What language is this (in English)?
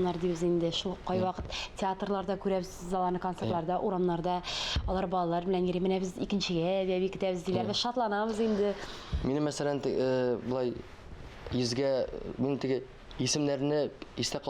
Tatar